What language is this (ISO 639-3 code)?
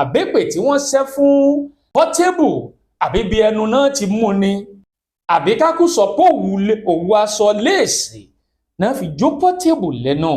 yor